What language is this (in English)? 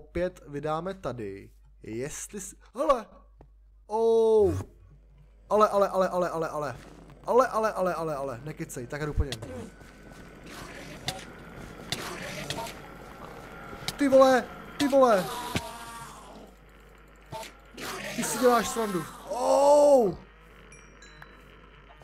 Czech